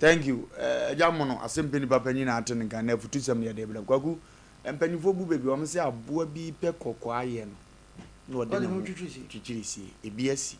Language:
Akan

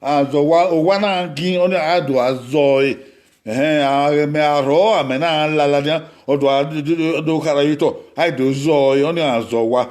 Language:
Bini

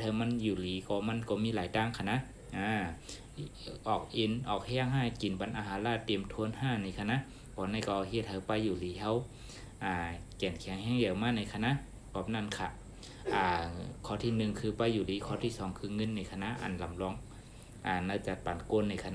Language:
Shan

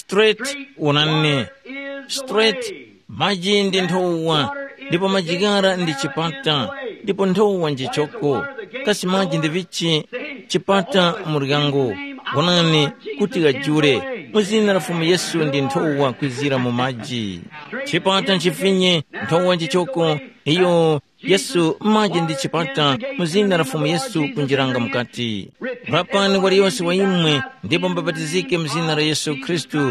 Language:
Tumbuka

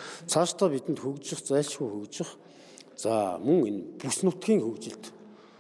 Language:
Mongolian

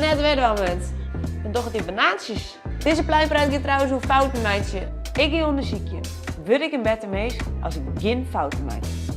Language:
Western Frisian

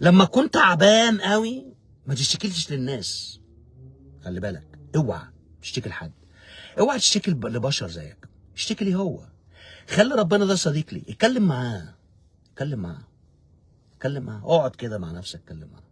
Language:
Egyptian Arabic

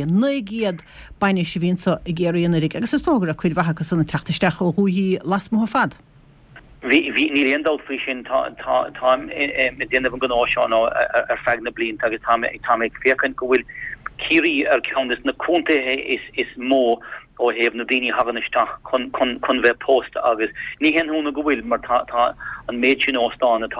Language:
Irish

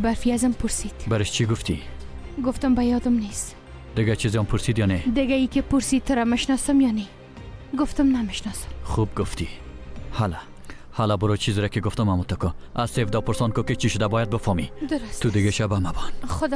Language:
Persian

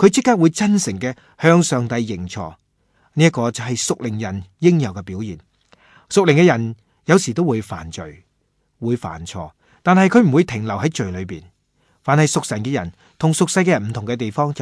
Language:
Cantonese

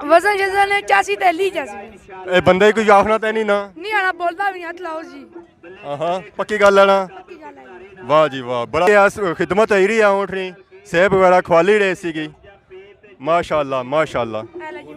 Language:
Pahari-Potwari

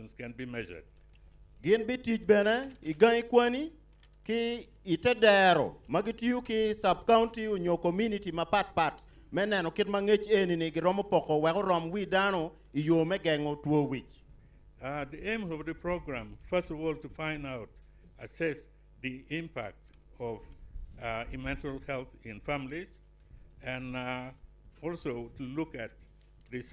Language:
Acoli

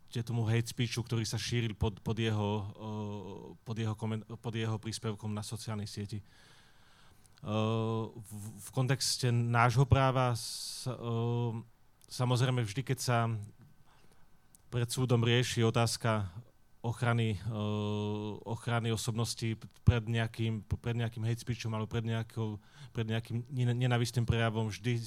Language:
Slovak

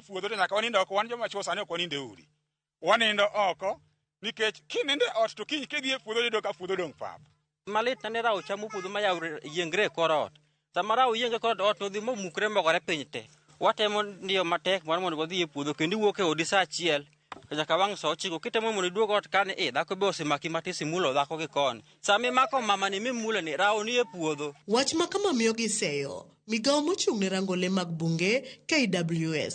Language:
Luo (Kenya and Tanzania)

